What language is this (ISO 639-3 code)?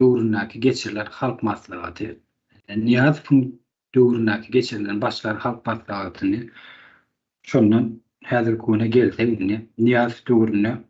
tuk